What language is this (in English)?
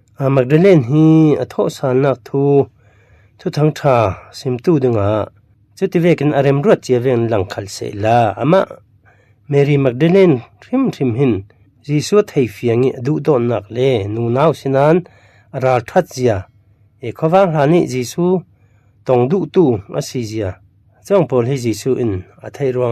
Falam Chin